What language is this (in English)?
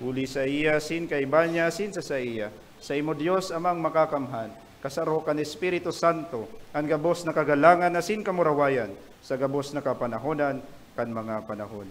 Bikol